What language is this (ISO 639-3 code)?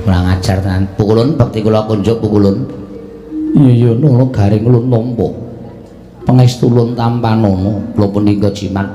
jav